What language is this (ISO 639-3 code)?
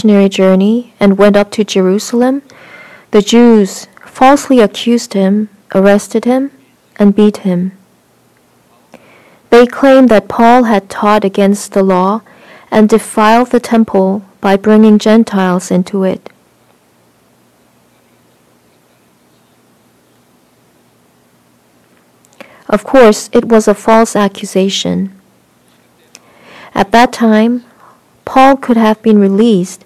eng